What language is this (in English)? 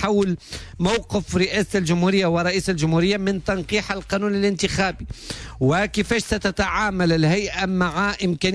Tunisian Arabic